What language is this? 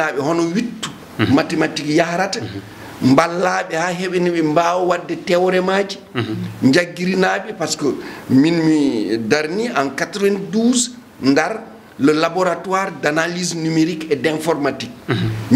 Fula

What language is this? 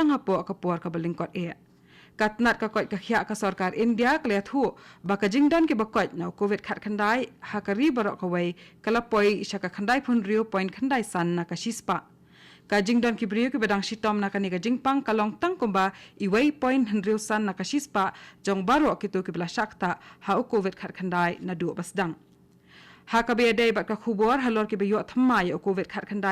Khasi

